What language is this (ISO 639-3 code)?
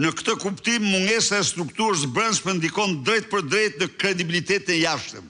sqi